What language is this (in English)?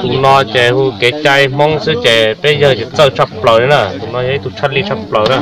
Hmong